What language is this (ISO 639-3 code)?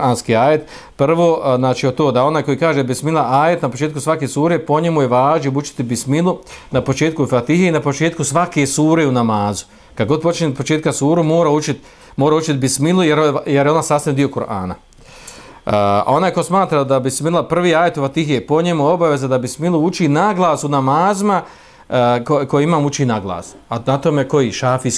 bos